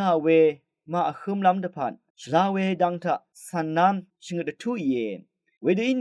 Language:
Rawang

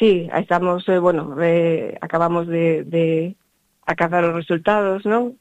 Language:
Galician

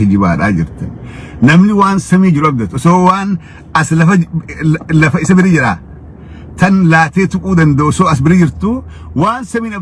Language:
Oromo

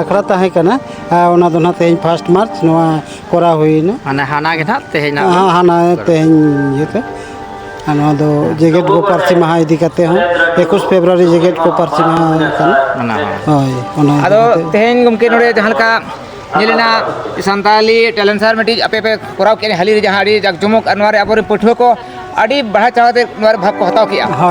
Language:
Santali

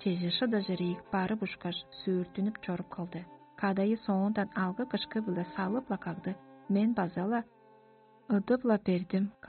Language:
Tuvinian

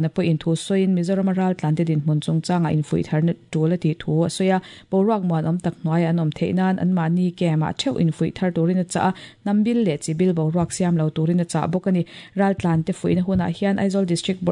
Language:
Mizo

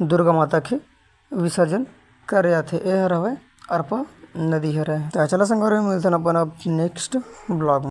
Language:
Chhattisgarhi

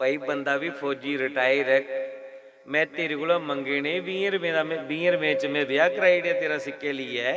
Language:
Dogri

